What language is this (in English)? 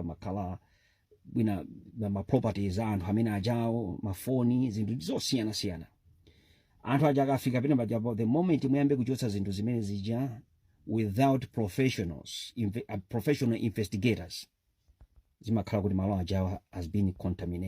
Nyanja